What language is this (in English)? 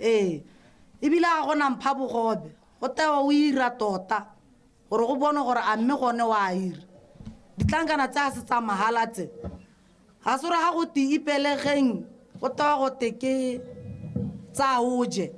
Tswana